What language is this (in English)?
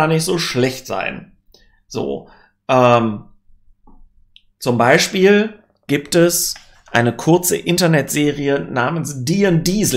German